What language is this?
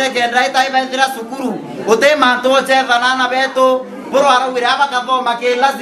Meru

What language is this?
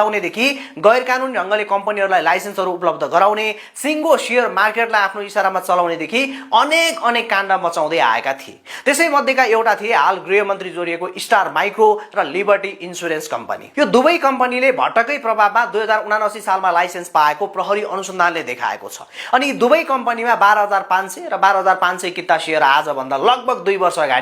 Nepali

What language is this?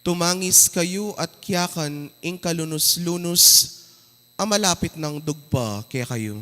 Pampanga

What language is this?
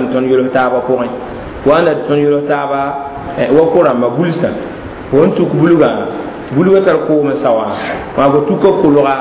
Mossi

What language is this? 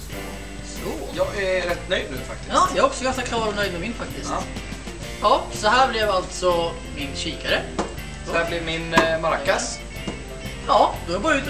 Swedish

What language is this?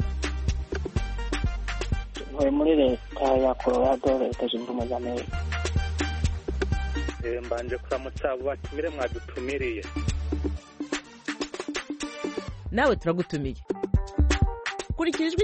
Kinyarwanda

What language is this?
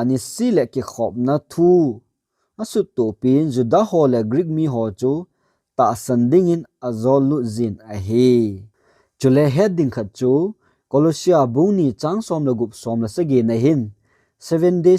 Thado Chin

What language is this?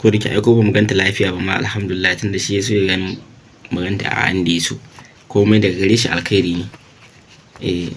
Hausa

